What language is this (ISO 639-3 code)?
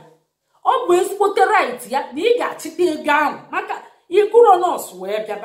ibo